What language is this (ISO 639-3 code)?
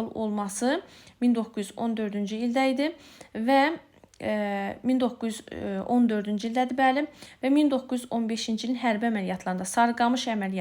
aze